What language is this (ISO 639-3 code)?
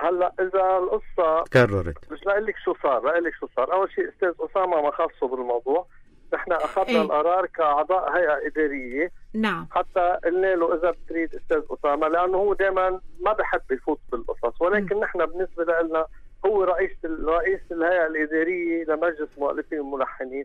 apc